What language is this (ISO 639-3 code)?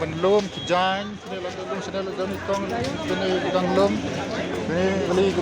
kha